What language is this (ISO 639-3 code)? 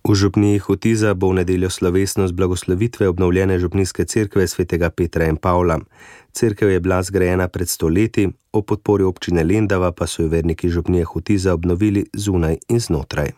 slv